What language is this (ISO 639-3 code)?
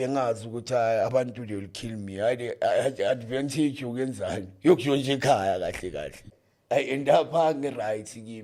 zul